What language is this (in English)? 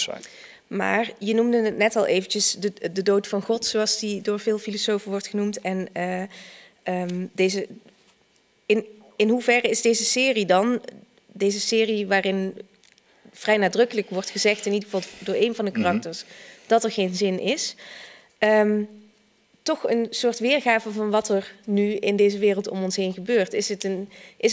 Dutch